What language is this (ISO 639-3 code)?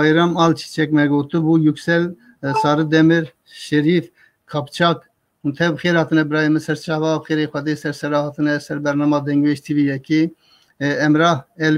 kur